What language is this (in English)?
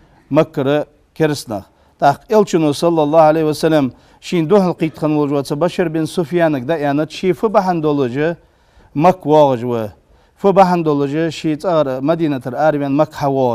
Ingush